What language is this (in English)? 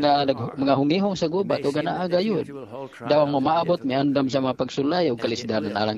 Cebuano